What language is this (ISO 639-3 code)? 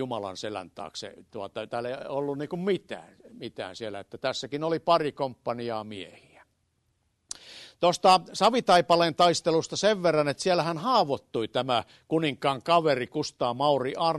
fin